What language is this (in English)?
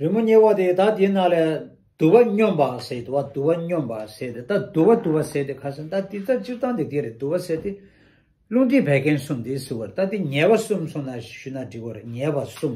Tibetan